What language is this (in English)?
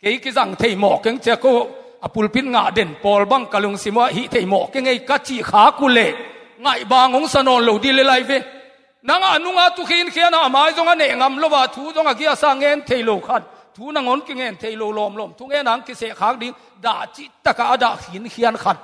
Tedim Chin